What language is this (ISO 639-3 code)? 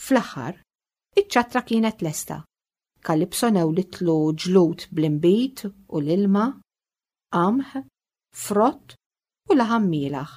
mlt